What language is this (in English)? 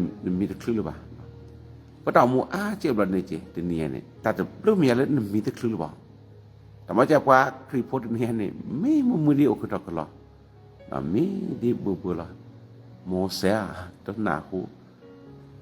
S'gaw Karen